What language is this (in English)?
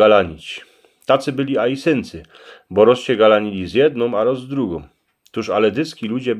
Silesian